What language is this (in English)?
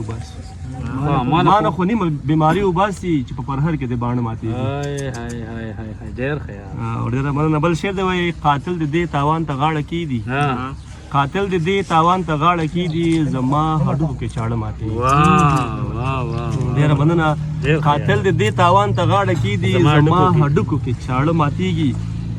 Pashto